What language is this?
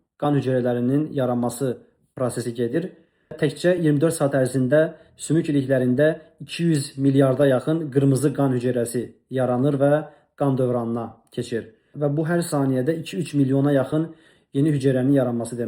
Azerbaijani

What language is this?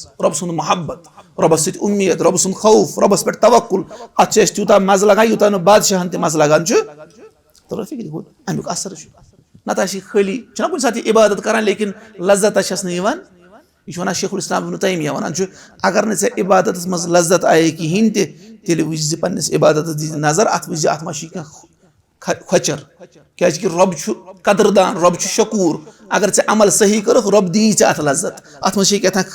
Kashmiri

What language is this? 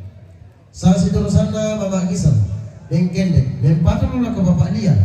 Toraja-Sa'dan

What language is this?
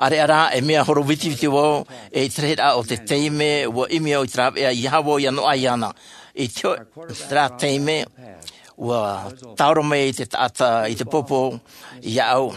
Tahitian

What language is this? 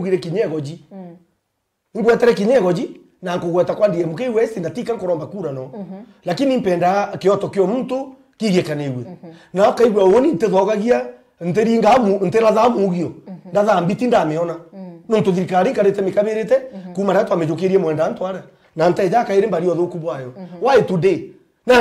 Meru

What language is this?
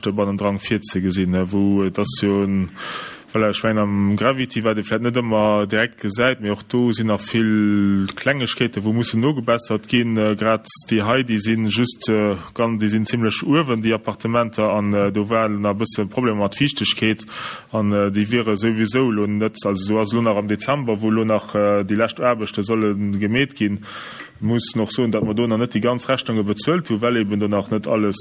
Luxembourgish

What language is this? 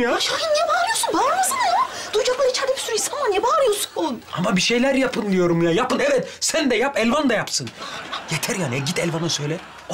Turkish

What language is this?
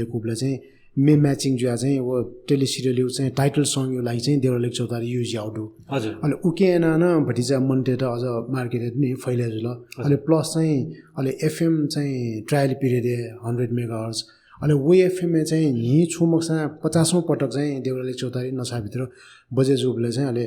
Newari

